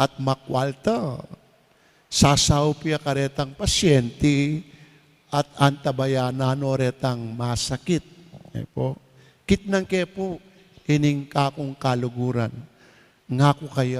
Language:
Pampanga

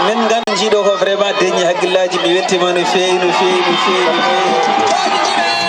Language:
Fula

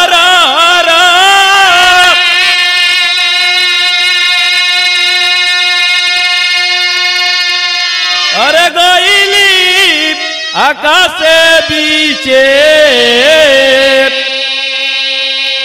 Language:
Bhojpuri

